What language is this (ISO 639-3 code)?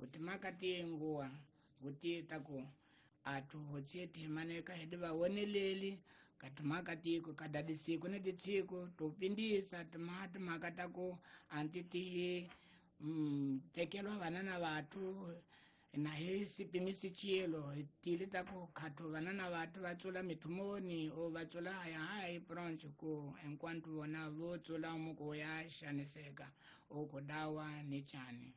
tso